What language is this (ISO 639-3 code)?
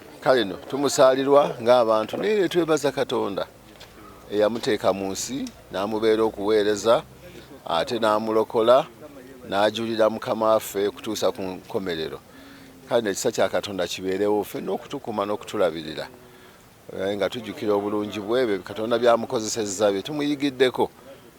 lug